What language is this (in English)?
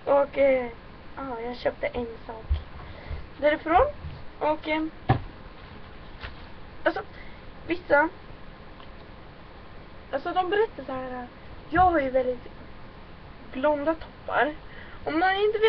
Swedish